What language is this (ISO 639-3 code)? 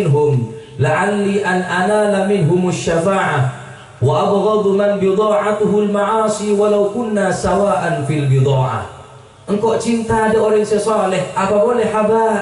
mad